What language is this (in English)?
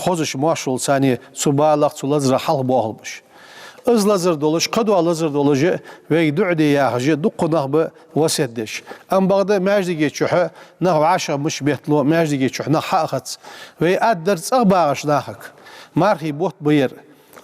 Ingush